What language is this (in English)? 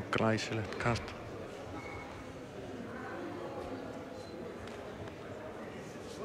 Icelandic